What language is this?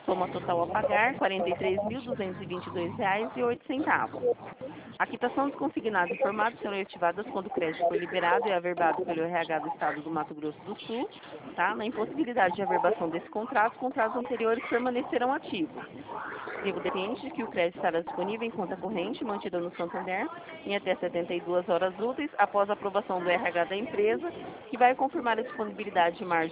Portuguese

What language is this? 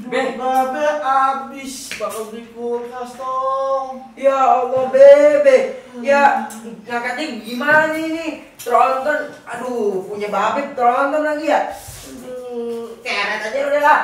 Betawi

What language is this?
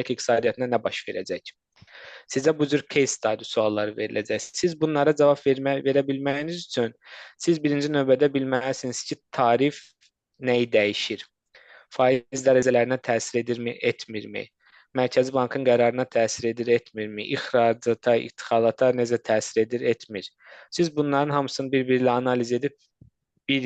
Azerbaijani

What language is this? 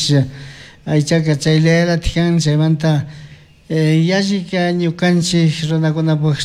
Chimborazo Highland Quichua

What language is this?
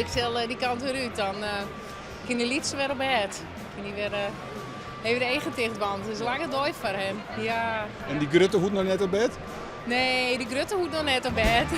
Western Frisian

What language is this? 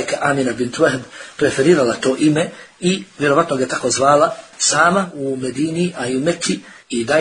Bosnian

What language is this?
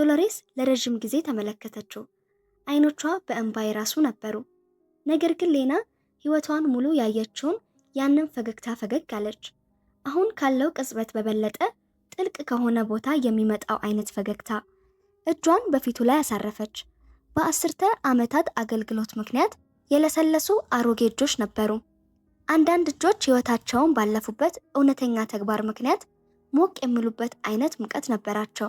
Amharic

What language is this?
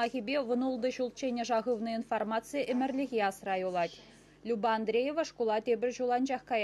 Chuvash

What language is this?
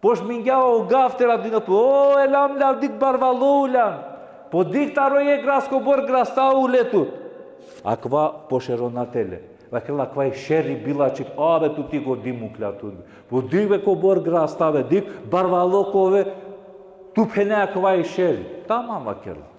Balkan Romani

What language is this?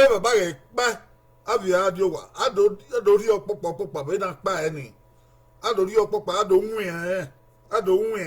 Bini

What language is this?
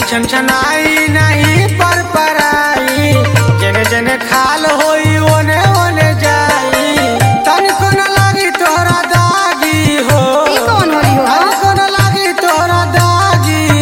Bhojpuri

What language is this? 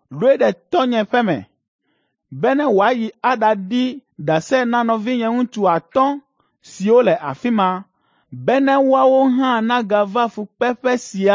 Ewe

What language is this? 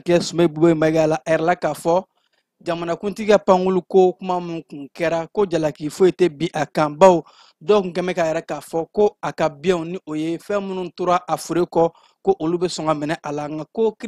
Bambara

